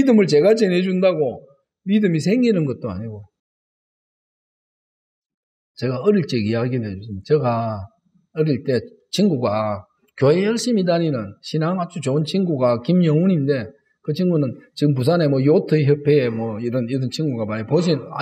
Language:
Korean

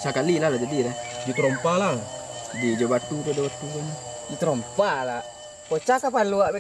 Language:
Minangkabau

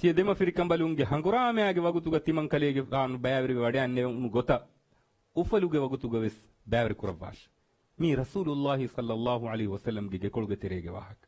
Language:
Divehi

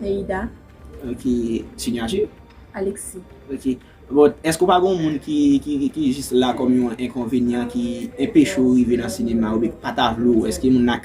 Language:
Haitian Creole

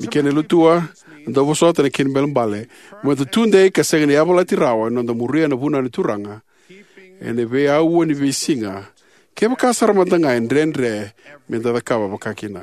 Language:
Fijian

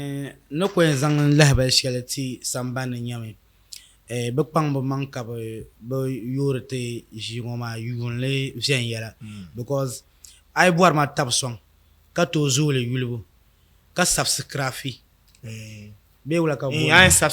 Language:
Dagbani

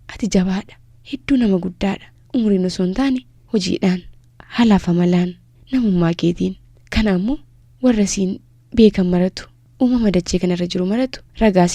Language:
Oromo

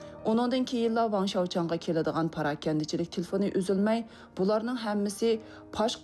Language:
Uyghur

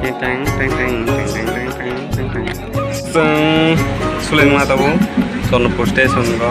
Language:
Kok Borok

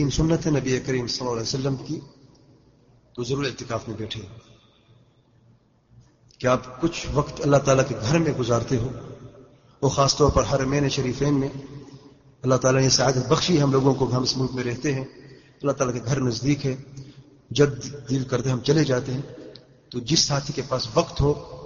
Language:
Urdu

